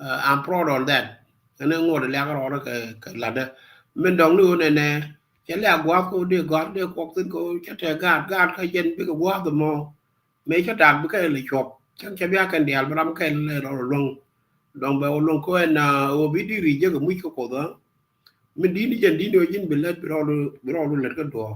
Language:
Nuer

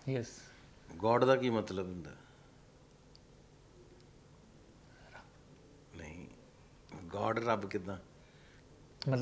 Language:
Punjabi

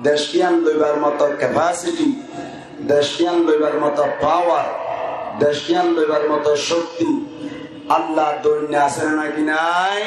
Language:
Rohingya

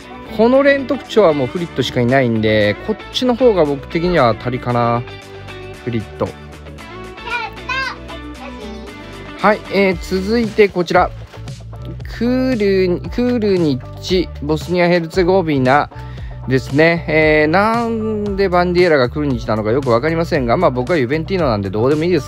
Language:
Japanese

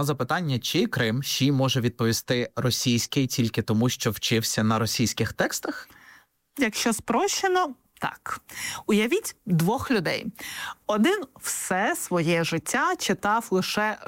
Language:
Ukrainian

